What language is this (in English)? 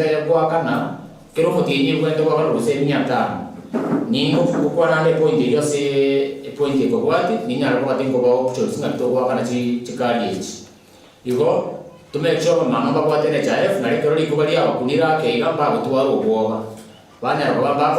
Gusii